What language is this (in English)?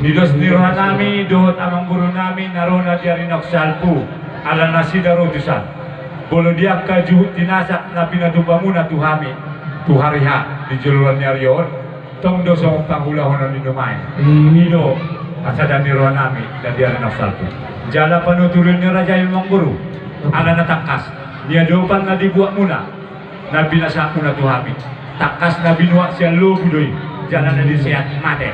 Batak Toba